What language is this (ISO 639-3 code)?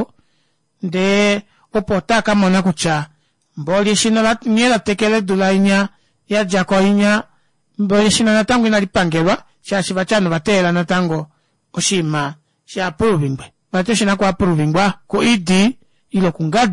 kua